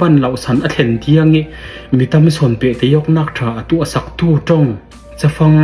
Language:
Falam Chin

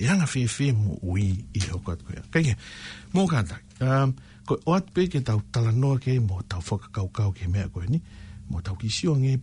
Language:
Tongan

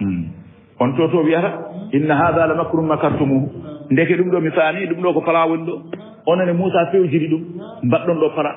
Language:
Fula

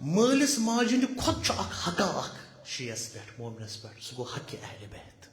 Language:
Kashmiri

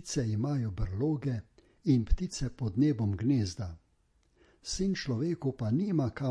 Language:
Slovenian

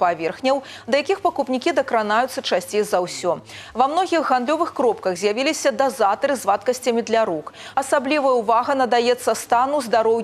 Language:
Belarusian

